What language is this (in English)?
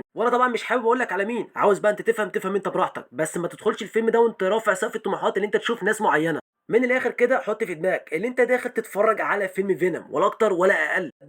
Egyptian Arabic